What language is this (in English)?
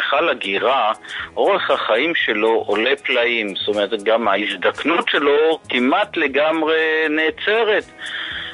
Hebrew